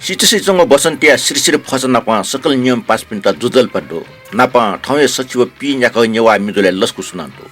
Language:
Newari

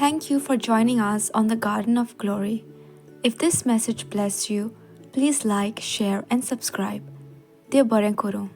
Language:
Konkani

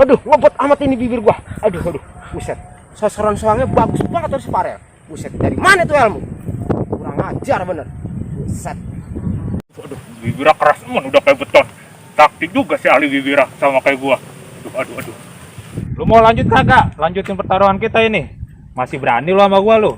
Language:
Betawi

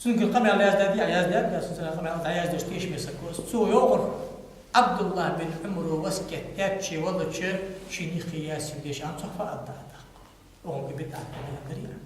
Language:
Ingush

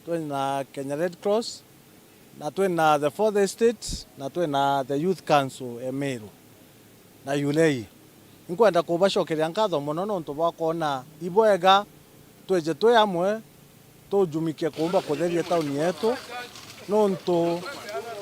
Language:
Meru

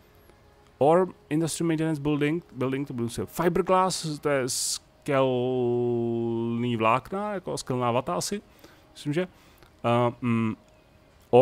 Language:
Czech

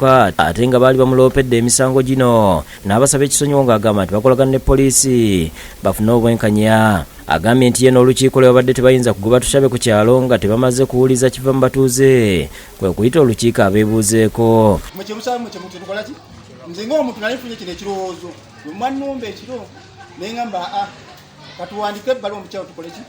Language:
Ganda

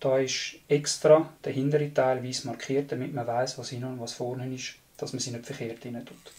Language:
Swiss German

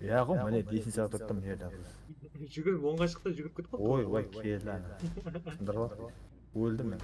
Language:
Kara-Kalpak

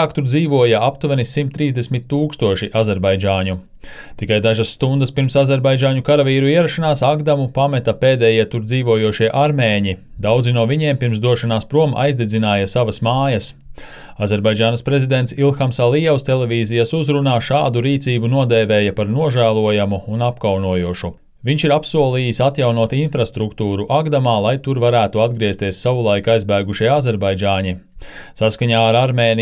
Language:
Latvian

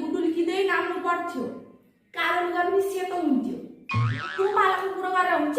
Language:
Nepali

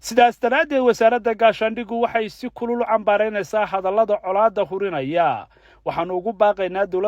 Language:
Somali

